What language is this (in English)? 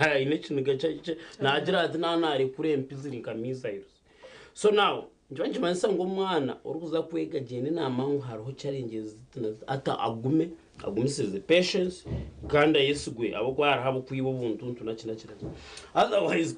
Nyankole